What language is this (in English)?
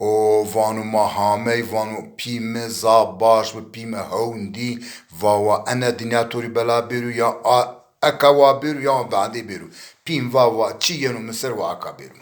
Zaza